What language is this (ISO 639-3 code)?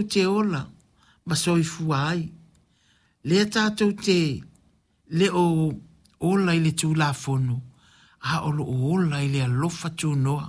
smo